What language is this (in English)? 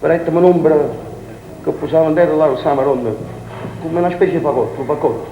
Neapolitan